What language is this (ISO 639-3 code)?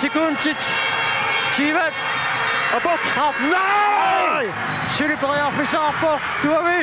kal